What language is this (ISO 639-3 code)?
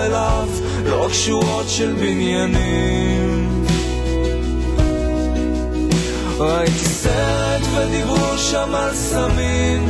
heb